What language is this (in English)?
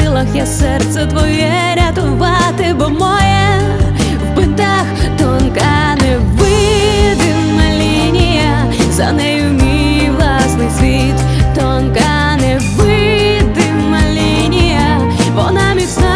Ukrainian